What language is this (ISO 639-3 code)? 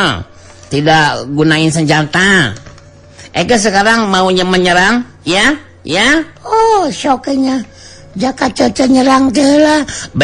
sun